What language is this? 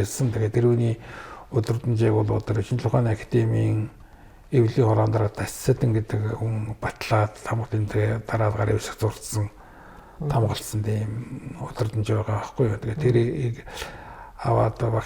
Mongolian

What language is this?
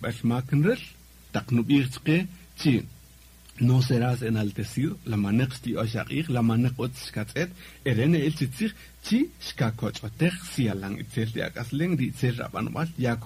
Kaqchikel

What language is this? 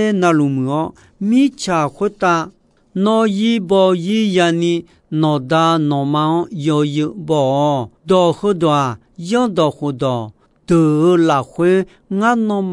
Akha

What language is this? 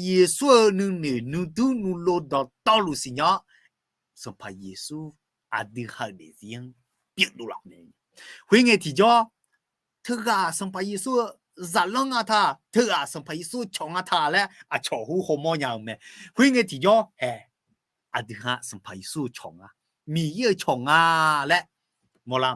Akha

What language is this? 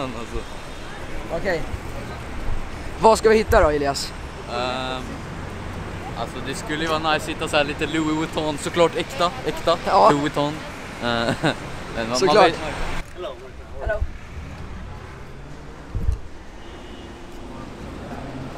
Swedish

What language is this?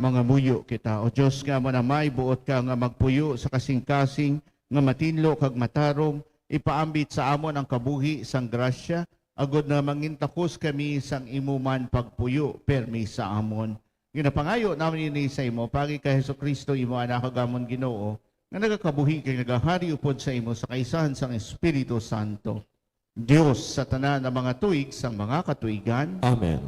Hiligaynon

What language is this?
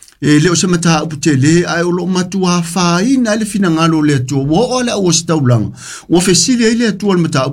Samoan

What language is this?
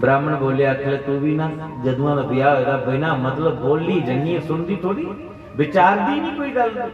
Dogri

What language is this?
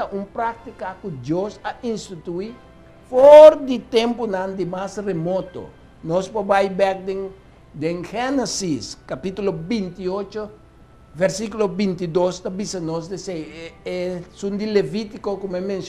Papiamento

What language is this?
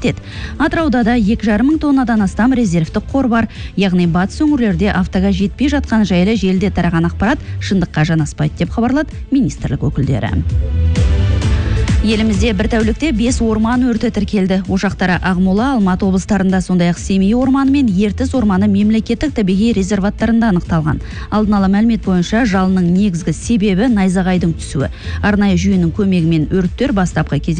Kazakh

